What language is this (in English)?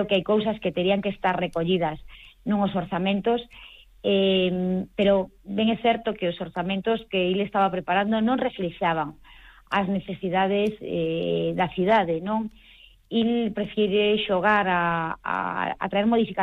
Galician